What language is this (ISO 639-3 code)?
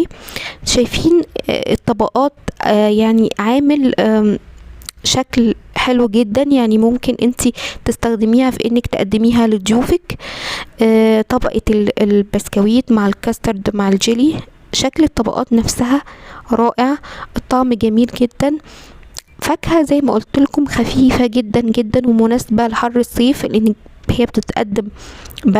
arz